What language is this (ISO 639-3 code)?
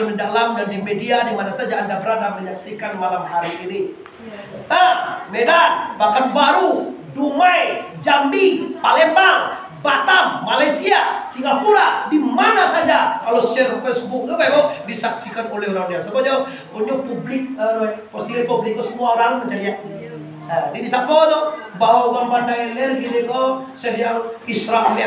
min